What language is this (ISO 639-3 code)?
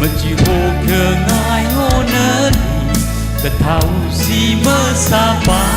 nmf